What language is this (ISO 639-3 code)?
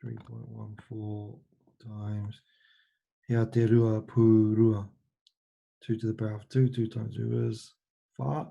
mri